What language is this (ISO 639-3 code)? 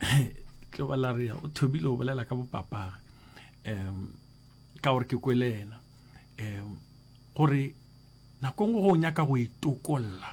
nso